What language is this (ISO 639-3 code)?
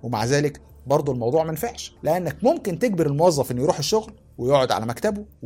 arz